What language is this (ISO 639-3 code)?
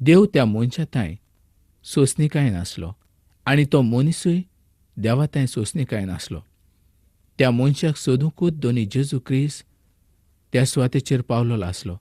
kok